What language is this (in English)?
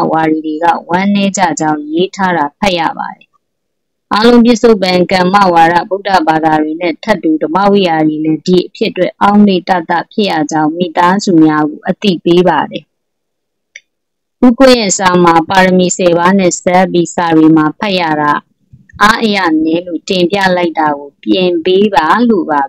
Burmese